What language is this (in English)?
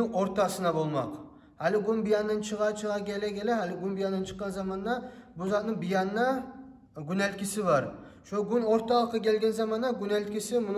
Kumyk